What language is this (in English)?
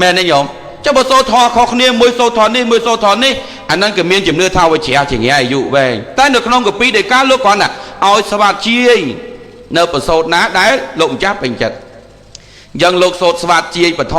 Khmer